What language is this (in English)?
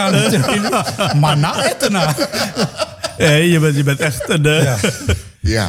Dutch